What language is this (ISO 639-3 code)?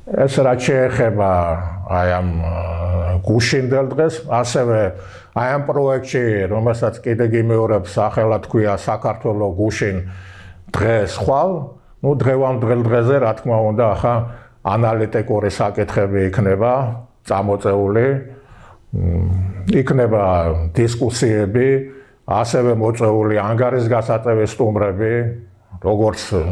kat